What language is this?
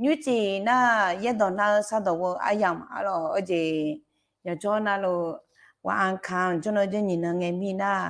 Akha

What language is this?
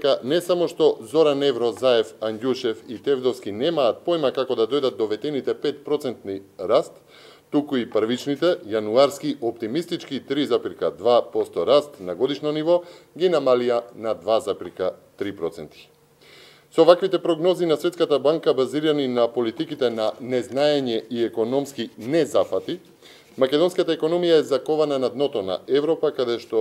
Macedonian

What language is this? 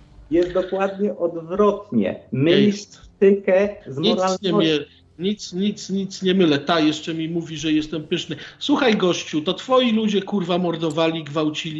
Polish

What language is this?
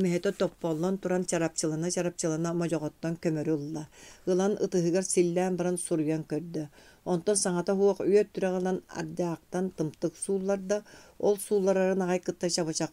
Yakut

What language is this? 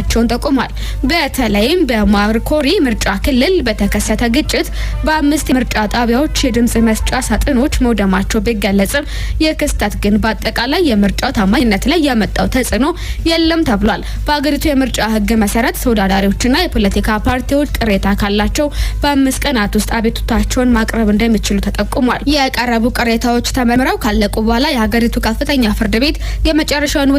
Amharic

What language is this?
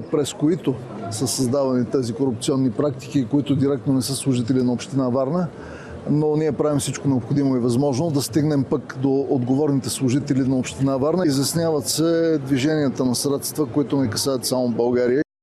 Bulgarian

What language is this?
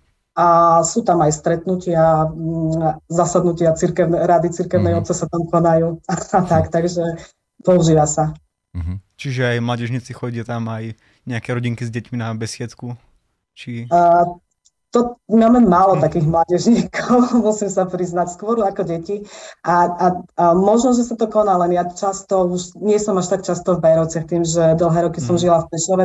Slovak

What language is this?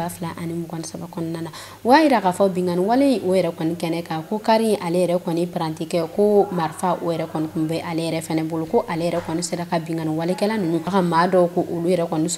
Bambara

